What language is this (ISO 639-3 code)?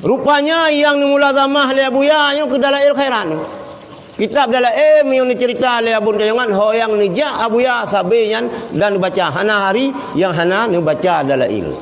ace